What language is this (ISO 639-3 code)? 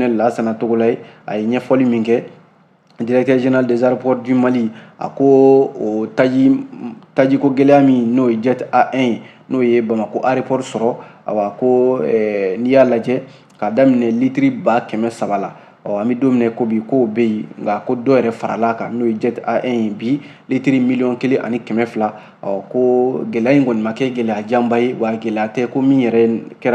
bam